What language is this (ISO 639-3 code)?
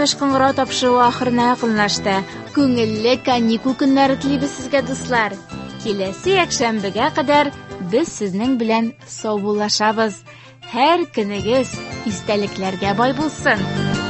tat